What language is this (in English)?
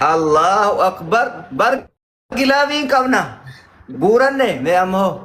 Oromo